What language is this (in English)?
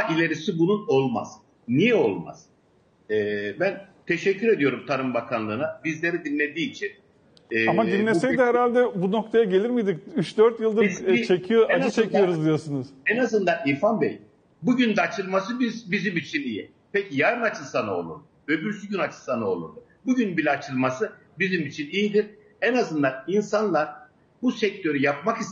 Turkish